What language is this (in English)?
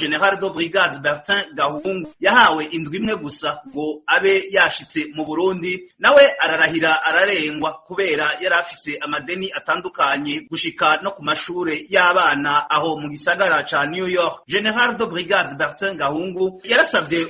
Rundi